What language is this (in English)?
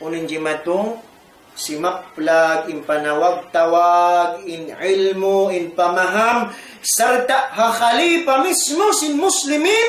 Tausug